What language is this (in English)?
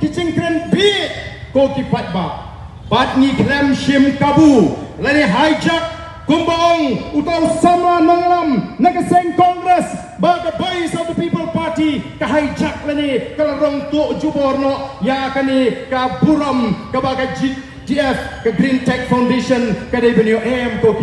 Khasi